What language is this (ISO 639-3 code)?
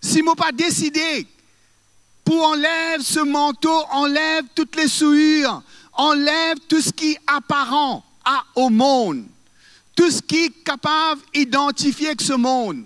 mfe